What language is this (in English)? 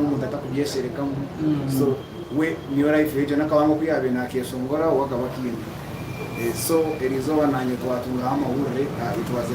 Nyankole